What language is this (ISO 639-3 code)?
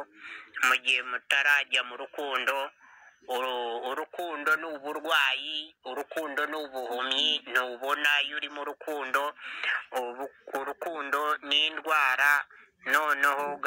kin